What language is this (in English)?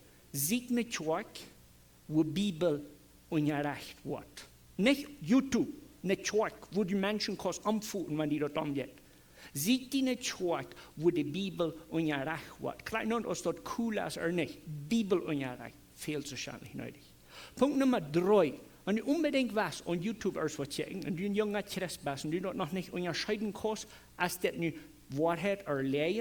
Plautdietsch